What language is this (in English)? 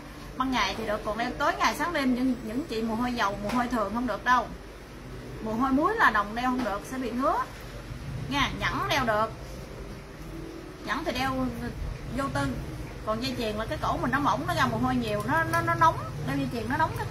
Vietnamese